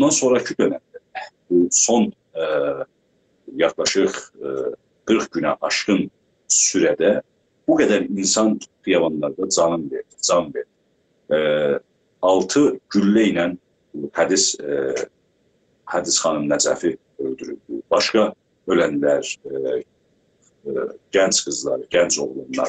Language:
South Azerbaijani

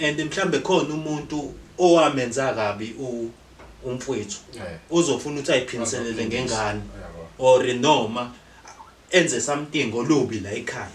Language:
Zulu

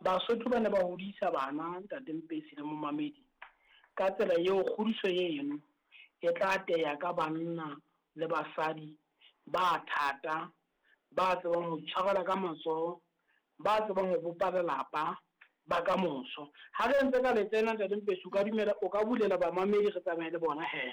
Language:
Southern Sotho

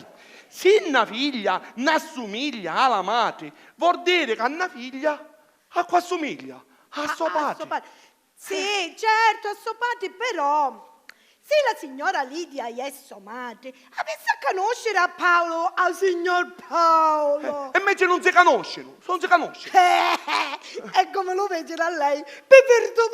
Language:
Sicilian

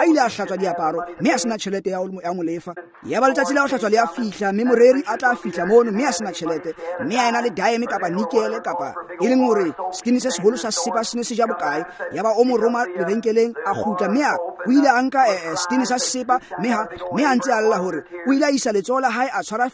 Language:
Tswana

